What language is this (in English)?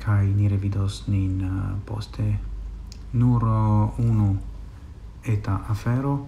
Esperanto